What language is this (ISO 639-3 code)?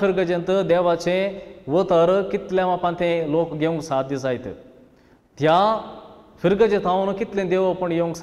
kok